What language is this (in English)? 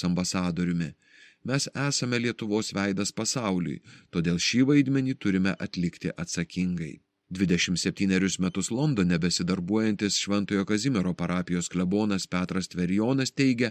Lithuanian